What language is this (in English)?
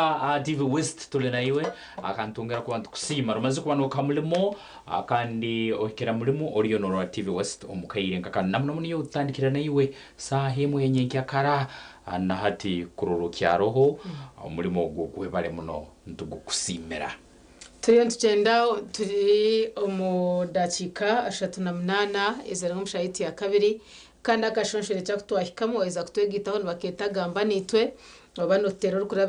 Nyankole